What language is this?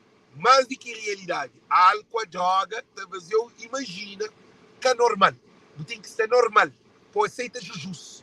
Kabuverdianu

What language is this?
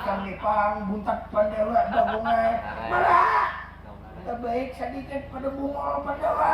Banjar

